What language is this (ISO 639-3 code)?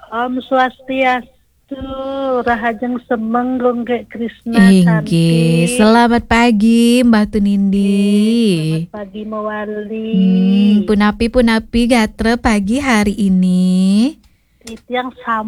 ban